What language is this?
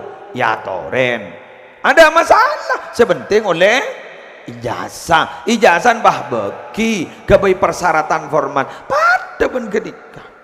Madurese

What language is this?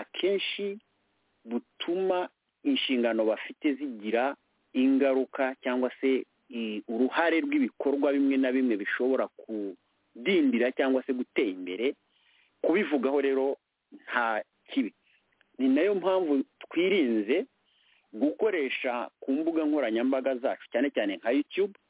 Kinyarwanda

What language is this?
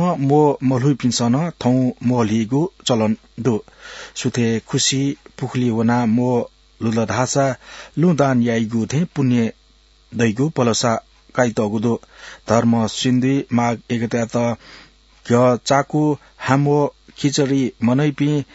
Newari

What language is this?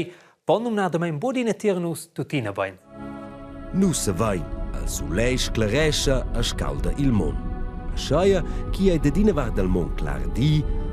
Romansh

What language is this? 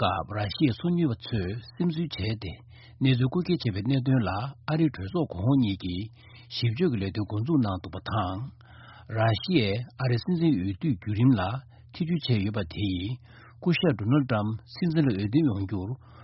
Tibetan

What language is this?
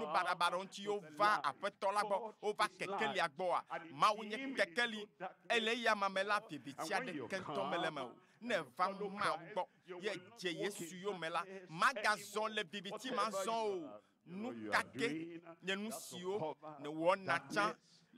Ewe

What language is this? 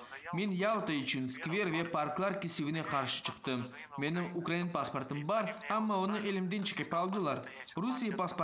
Crimean Tatar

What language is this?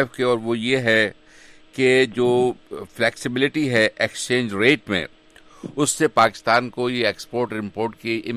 Urdu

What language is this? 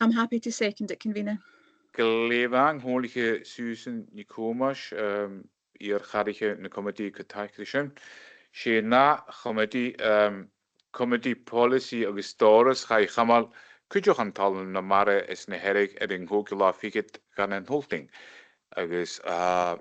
Scottish Gaelic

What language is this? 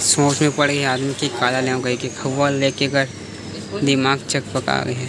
Chhattisgarhi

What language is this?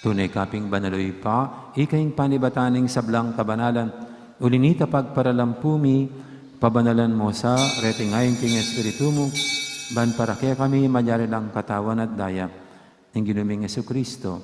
Pampanga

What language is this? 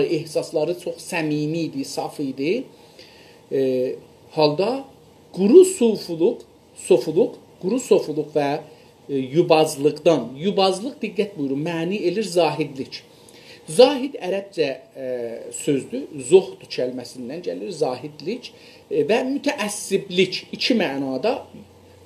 South Azerbaijani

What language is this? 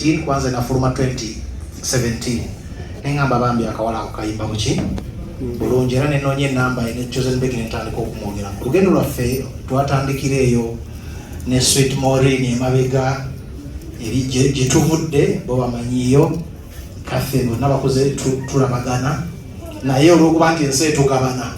Ganda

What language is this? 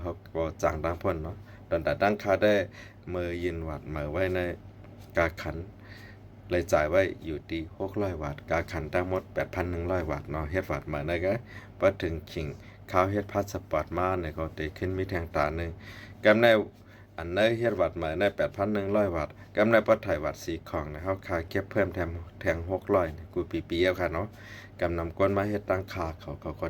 Shan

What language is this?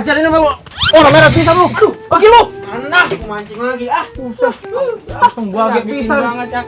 Betawi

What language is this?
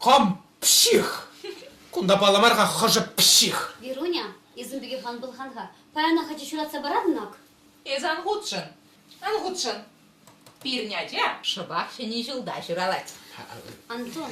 Chuvash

